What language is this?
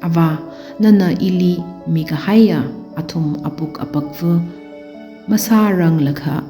Tangkhul Naga (India)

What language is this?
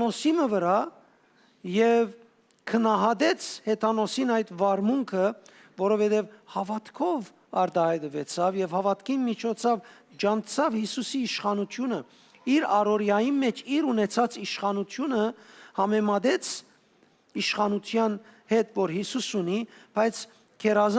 Western Armenian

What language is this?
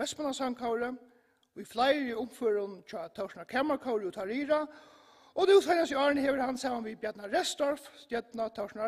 Faroese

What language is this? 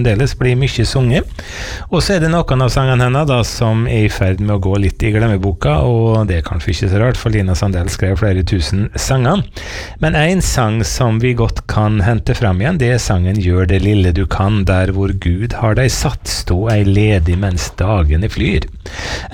Norwegian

